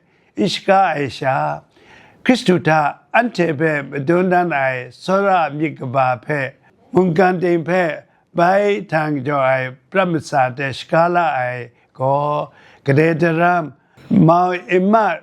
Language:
Kachin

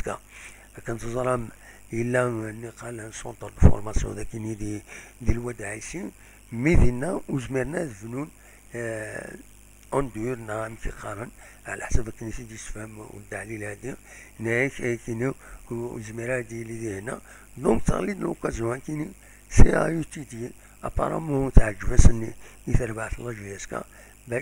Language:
Kabyle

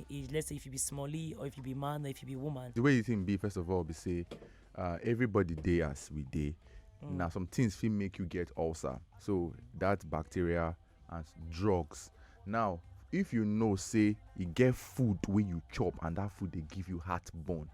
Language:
Nigerian Pidgin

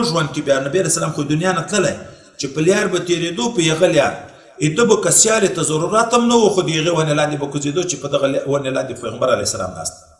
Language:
Pashto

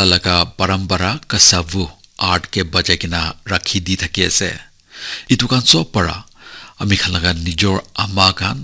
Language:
Naga Pidgin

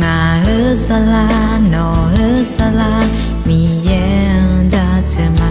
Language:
Akha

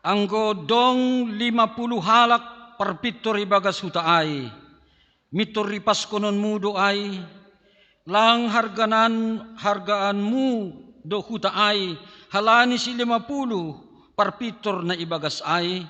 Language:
Batak Simalungun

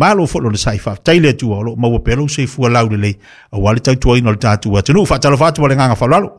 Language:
Samoan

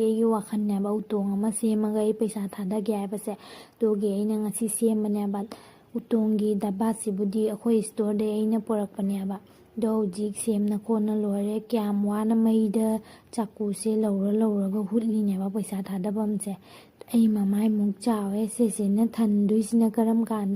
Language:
Manipuri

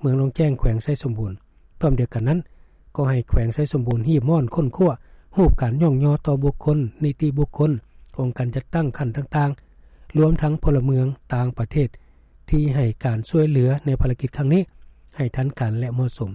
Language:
Lao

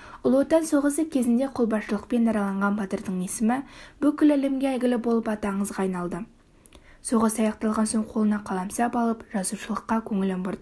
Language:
Kazakh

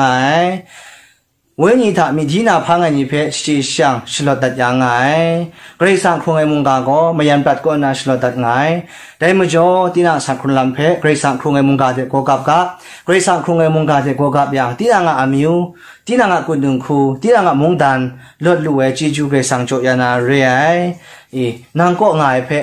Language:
Kachin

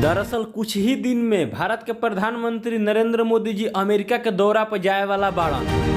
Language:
Bhojpuri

